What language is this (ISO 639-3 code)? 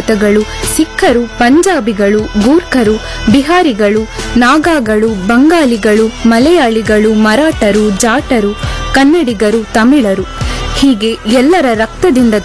kan